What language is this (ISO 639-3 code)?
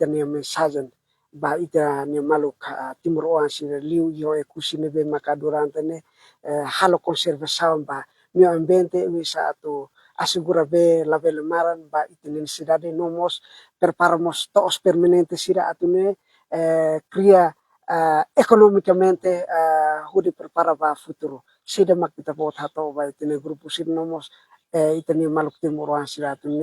tet